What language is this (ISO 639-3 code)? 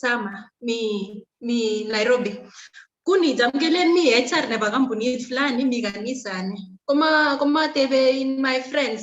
kln